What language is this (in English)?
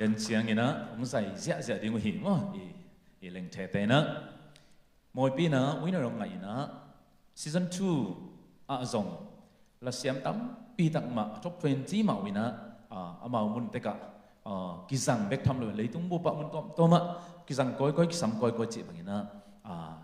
Tedim Chin